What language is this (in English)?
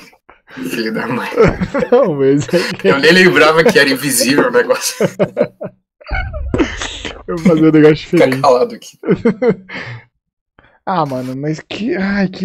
Portuguese